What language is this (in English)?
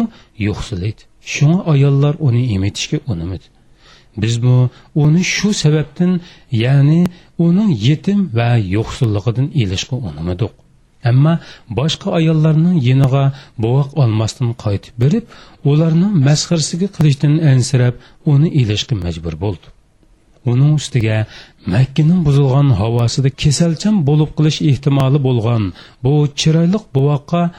Uyghur